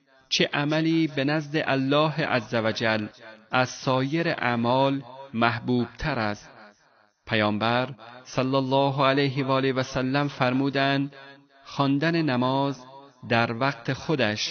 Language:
Persian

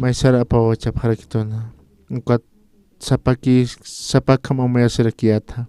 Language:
Aymara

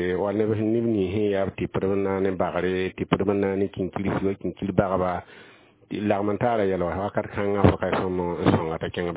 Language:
Mossi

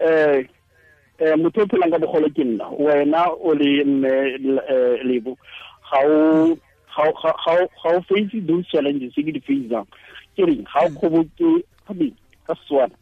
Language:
Tswana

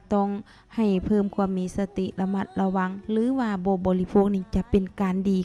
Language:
Lao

